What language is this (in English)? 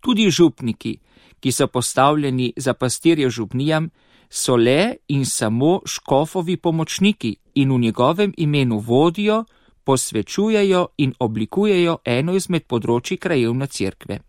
Slovenian